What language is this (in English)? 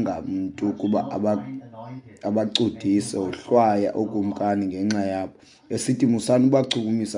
Xhosa